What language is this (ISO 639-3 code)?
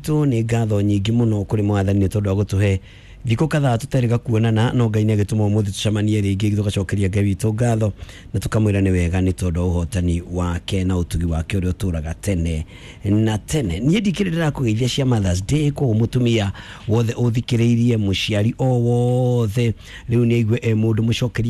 kik